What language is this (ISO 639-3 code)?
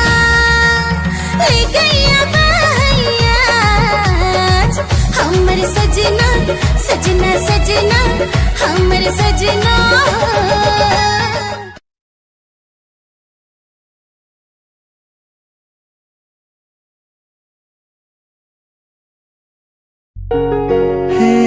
sck